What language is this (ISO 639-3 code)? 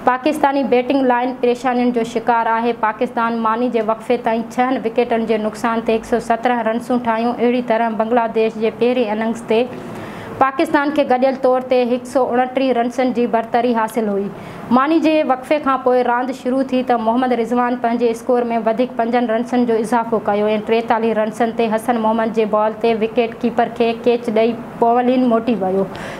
snd